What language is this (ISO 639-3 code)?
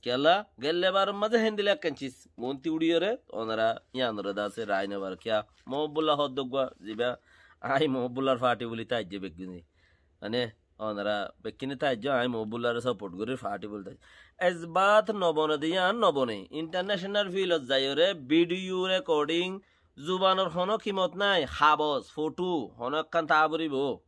rhg